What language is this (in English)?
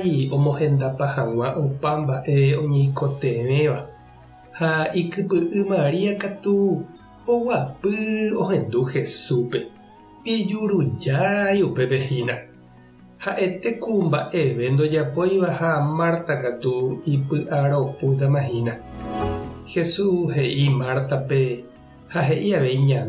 Guarani